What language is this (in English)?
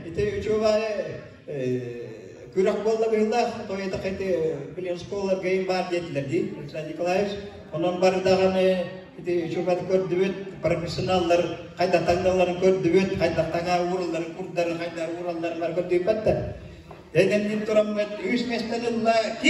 Yakut